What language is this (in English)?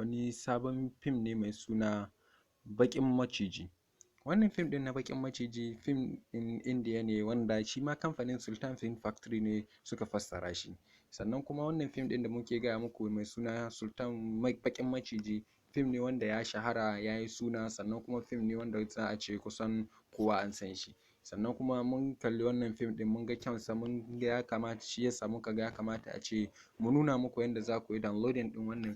Hausa